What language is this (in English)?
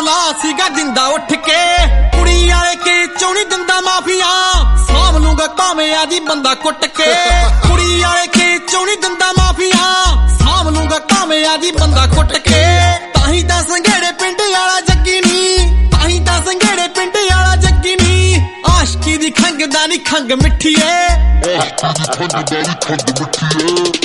Punjabi